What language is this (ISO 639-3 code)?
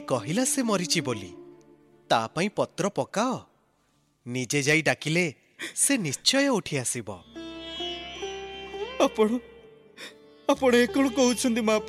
ori